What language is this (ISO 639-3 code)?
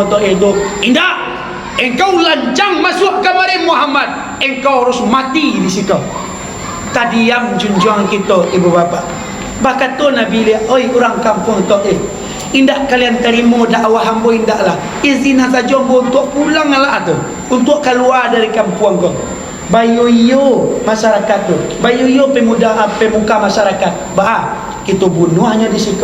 min